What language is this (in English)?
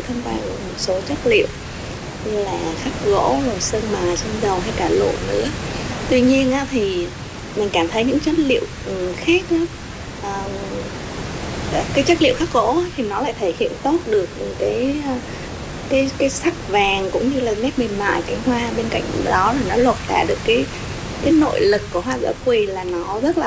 Vietnamese